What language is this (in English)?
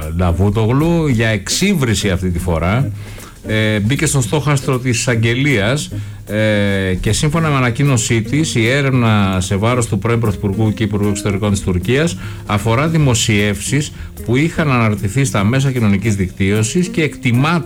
Greek